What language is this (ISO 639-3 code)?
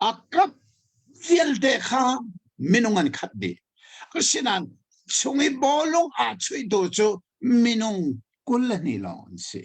cnh